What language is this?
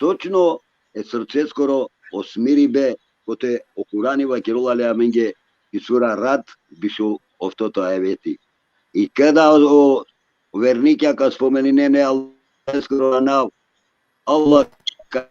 Balkan Romani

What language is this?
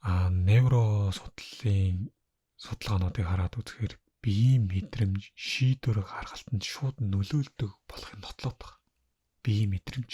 Mongolian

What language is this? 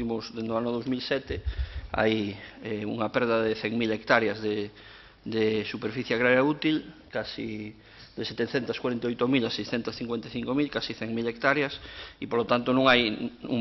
Galician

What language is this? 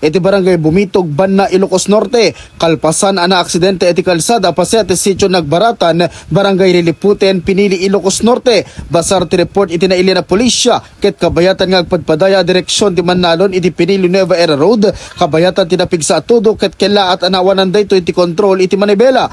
Iloko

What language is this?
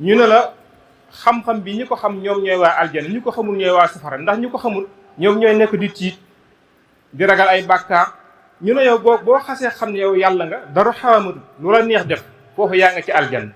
Wolof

